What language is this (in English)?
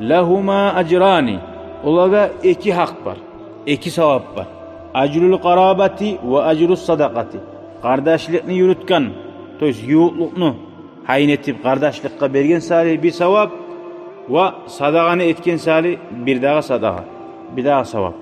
Kumyk